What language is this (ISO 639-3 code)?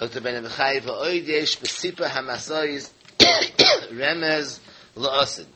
yid